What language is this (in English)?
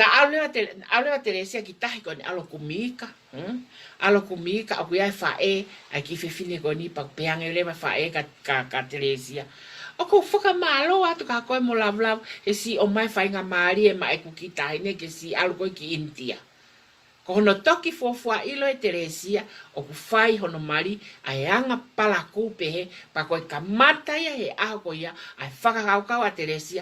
Tongan